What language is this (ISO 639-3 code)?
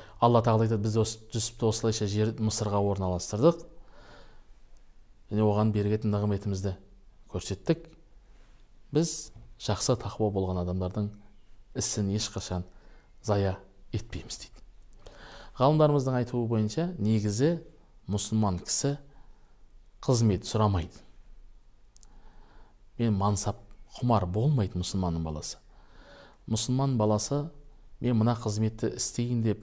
kaz